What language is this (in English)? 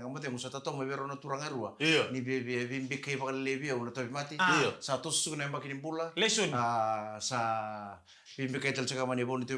Fijian